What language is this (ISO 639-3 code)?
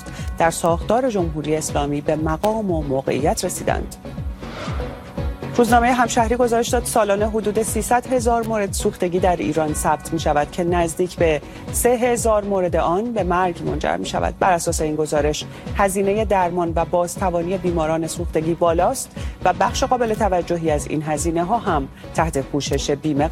fas